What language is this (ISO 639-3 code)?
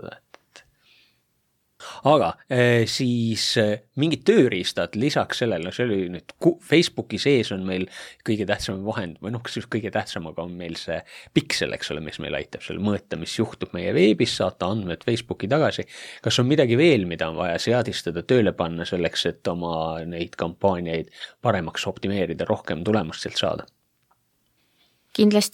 est